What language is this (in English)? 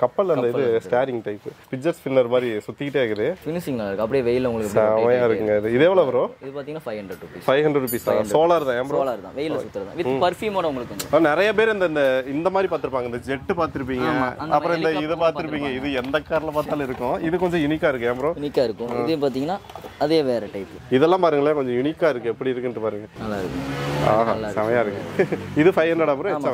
Tamil